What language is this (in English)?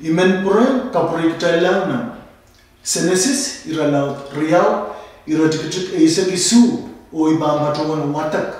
Pohnpeian